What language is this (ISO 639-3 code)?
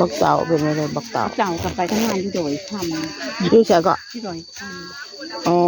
tts